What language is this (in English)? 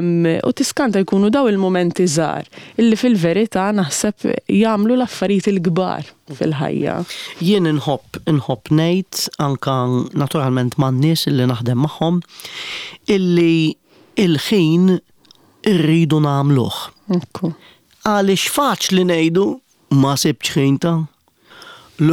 Maltese